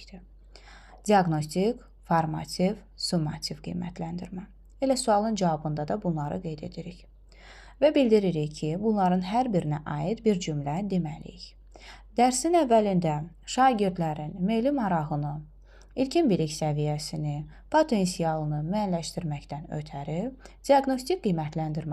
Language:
Azerbaijani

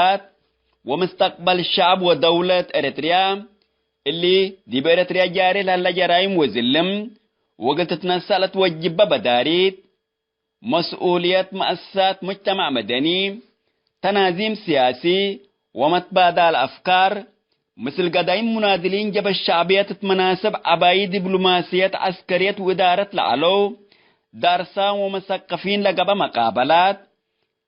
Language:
Tigre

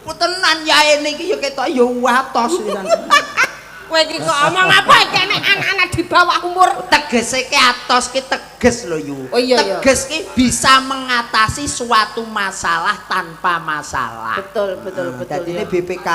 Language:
Javanese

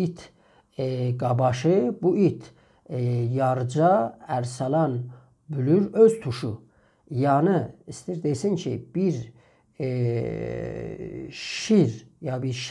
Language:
South Azerbaijani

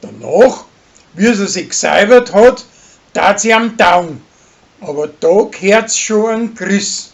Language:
Bavarian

